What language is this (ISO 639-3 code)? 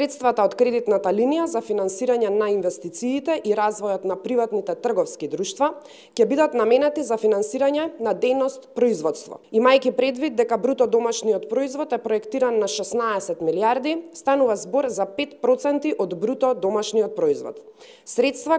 mkd